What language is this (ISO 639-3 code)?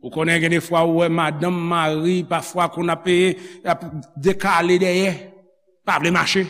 hat